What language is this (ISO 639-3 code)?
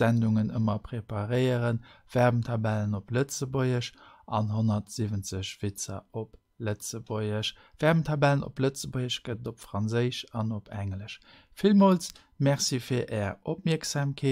ltz